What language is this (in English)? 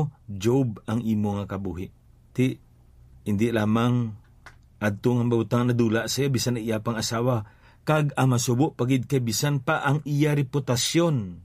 Hiligaynon